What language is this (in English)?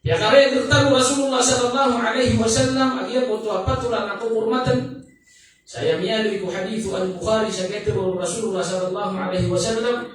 Maranao